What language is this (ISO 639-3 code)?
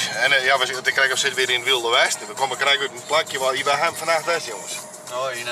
fry